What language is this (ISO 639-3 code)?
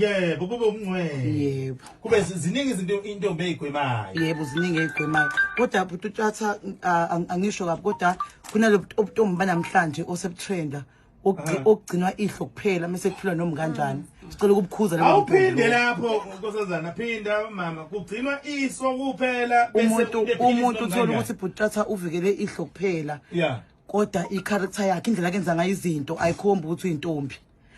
zul